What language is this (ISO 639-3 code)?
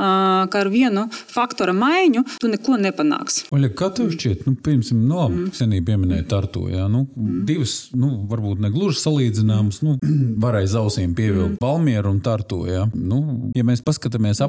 lav